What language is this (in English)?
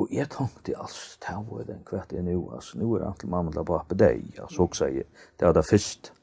Faroese